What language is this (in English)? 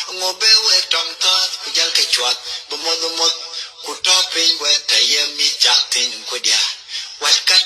Nuer